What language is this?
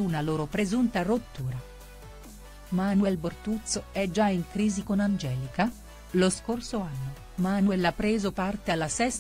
Italian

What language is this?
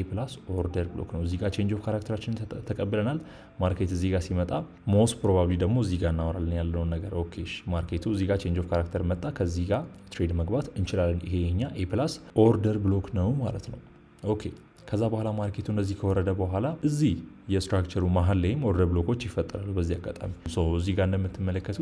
Amharic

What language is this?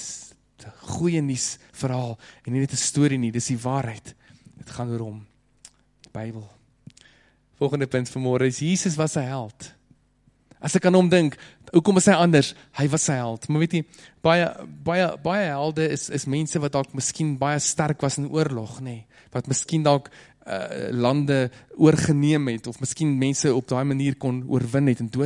Afrikaans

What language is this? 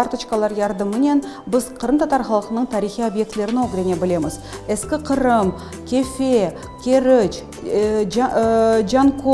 Crimean Tatar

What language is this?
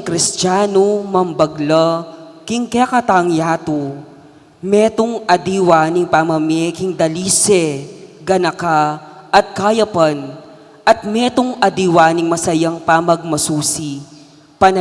Pampanga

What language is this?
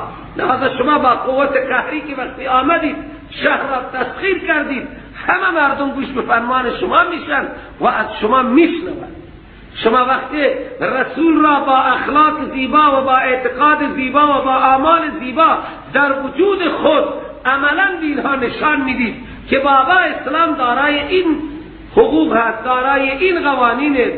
Persian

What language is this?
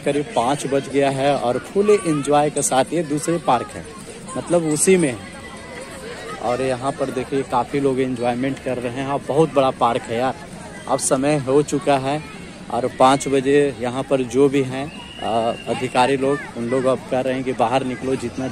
Hindi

